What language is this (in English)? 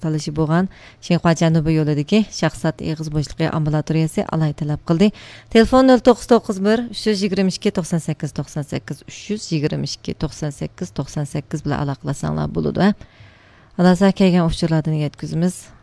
Uyghur